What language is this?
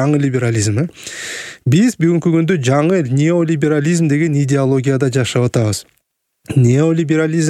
Kyrgyz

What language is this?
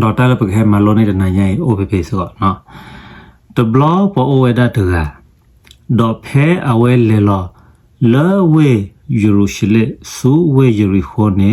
S'gaw Karen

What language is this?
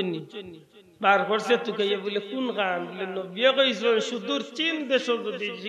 Sylheti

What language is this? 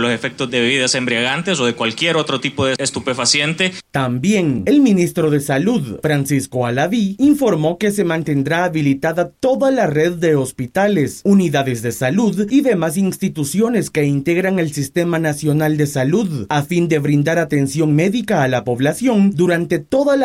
Spanish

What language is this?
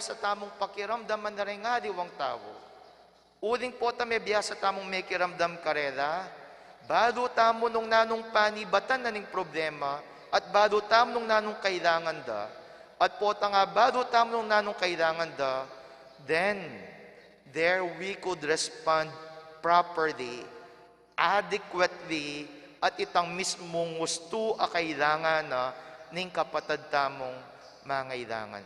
Pampanga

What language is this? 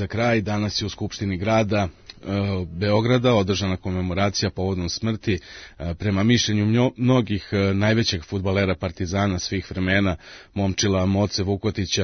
Serbian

